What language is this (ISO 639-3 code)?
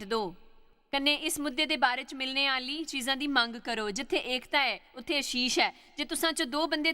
doi